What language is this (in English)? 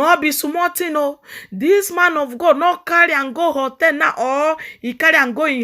Nigerian Pidgin